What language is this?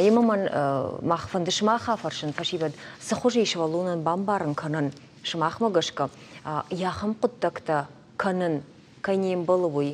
Ossetic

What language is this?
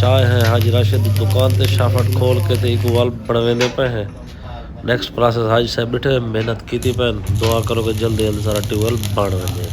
Saraiki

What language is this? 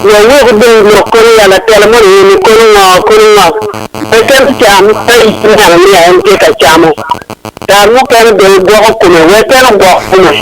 Acoli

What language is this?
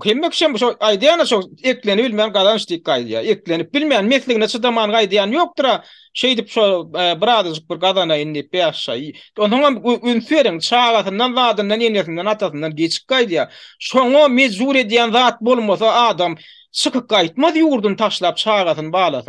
Turkmen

